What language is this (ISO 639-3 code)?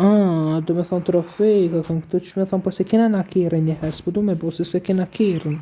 sqi